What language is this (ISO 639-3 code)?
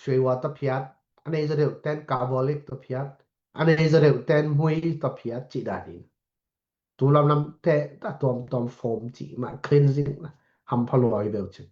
ctd